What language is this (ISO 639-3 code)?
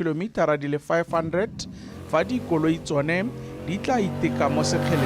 tsn